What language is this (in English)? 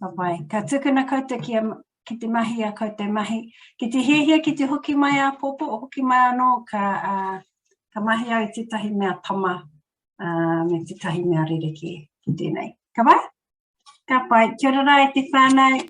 Māori